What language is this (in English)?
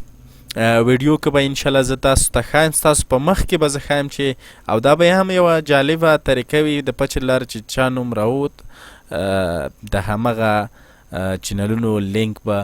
Pashto